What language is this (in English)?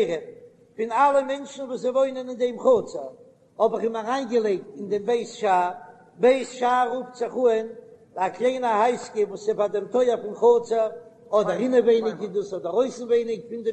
Yiddish